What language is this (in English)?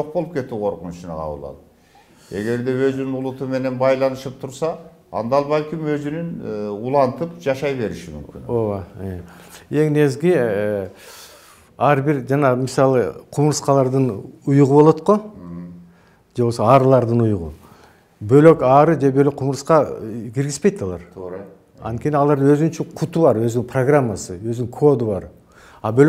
Kyrgyz